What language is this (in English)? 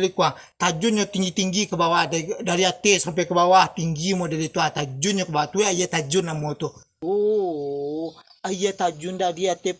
Minangkabau